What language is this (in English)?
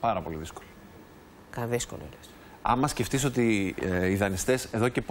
Greek